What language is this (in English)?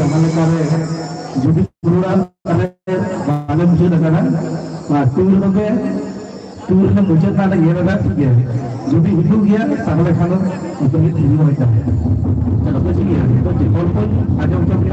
Santali